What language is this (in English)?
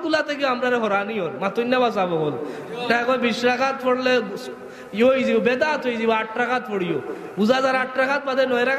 Sylheti